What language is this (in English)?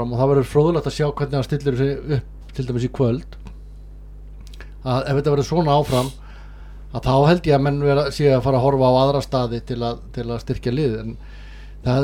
Icelandic